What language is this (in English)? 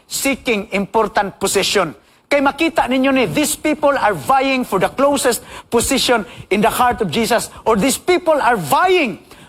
Cebuano